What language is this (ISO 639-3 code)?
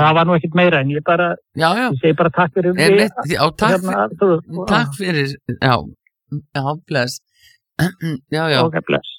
isl